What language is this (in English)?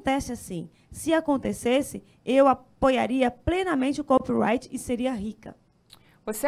Portuguese